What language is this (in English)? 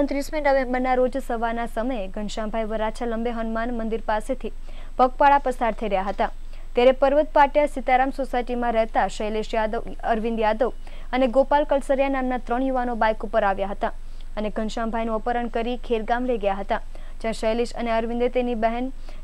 Gujarati